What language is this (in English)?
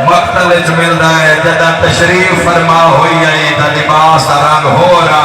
Saraiki